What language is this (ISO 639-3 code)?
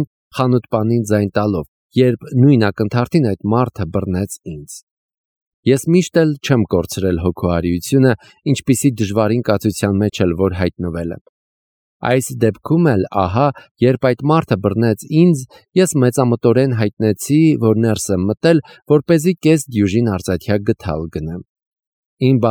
hye